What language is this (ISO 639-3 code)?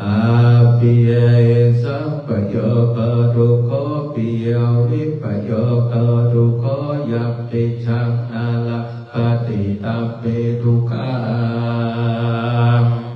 pli